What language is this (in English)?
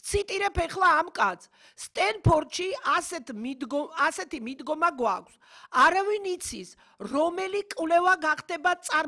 Georgian